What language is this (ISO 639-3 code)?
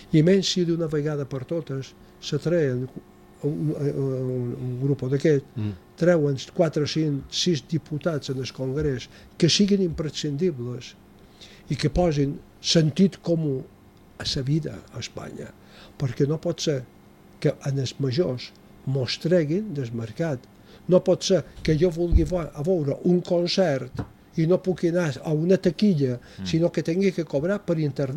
cat